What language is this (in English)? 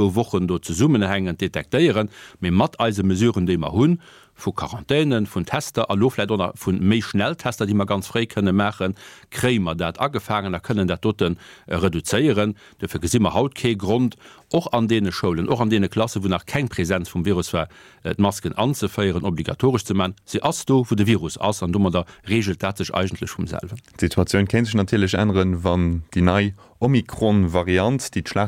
Luxembourgish